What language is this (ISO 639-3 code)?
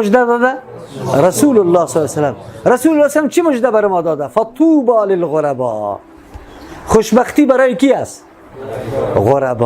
fas